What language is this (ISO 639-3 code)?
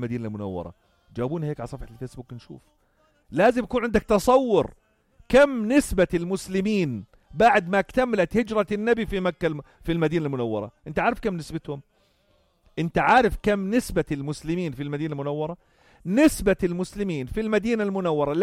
apc